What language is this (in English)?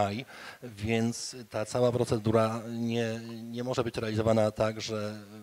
Polish